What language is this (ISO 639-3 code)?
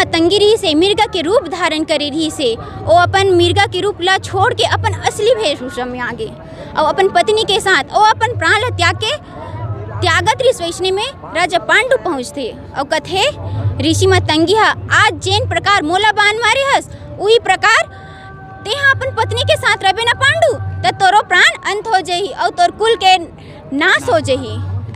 hne